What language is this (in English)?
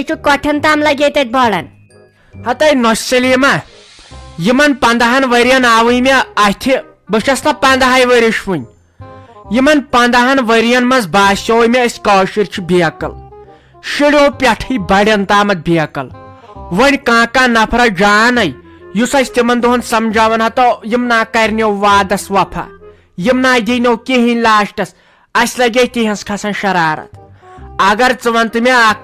Kashmiri